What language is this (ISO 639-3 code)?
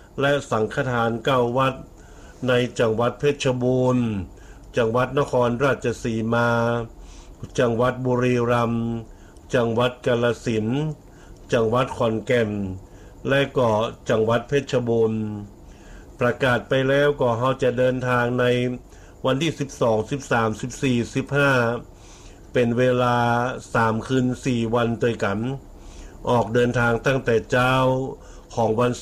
tha